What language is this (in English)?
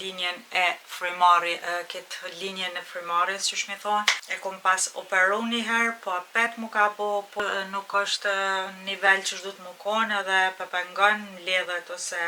Albanian